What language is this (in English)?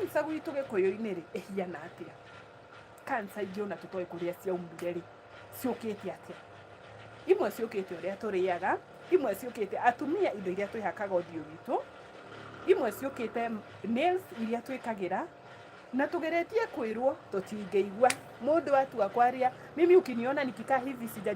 Kikuyu